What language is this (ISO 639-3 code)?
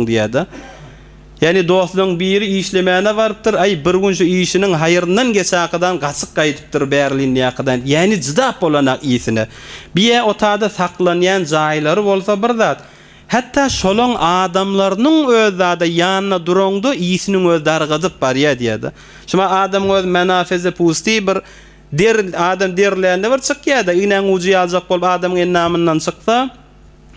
tuk